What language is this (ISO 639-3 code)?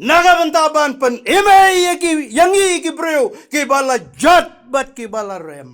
kha